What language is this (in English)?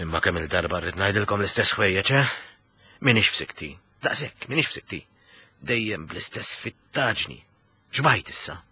Maltese